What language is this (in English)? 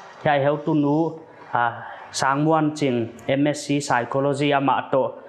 Paite Chin